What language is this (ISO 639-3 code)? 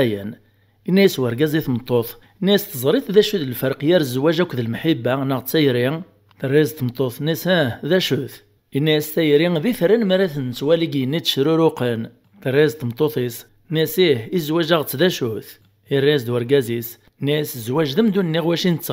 kab